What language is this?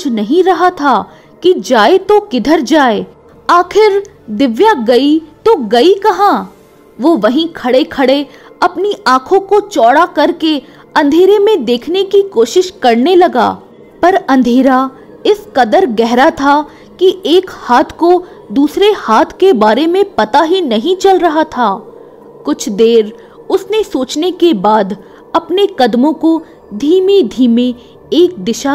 Hindi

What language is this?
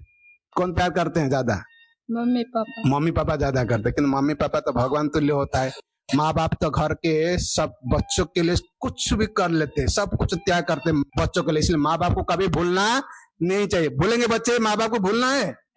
Hindi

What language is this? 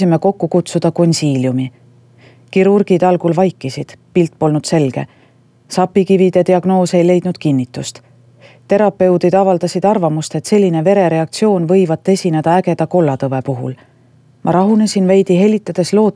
Estonian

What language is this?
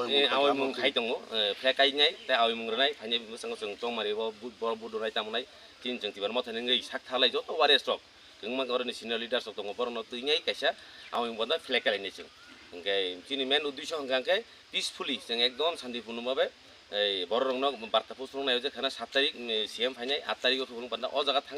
Kok Borok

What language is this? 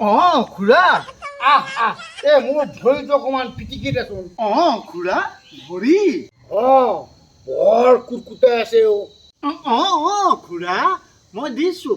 Assamese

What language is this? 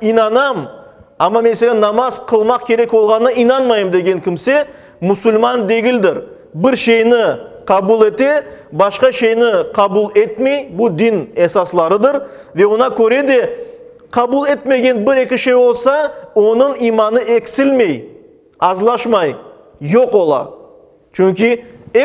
Crimean Tatar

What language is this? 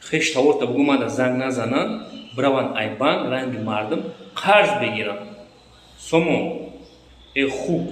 Tajik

